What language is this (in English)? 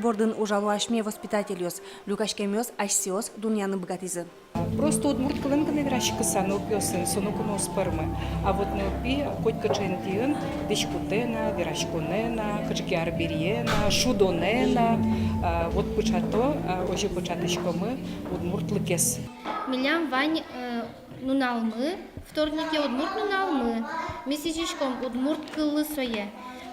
Udmurt